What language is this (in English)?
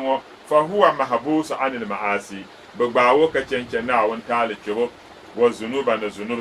Dagbani